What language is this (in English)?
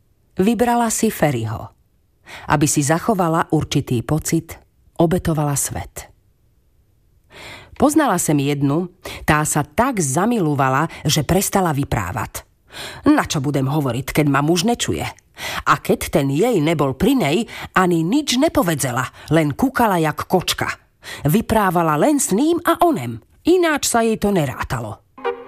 Slovak